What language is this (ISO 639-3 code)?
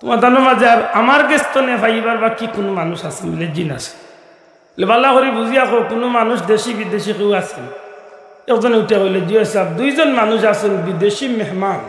syl